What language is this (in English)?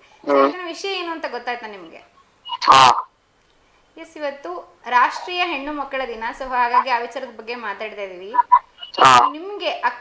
Kannada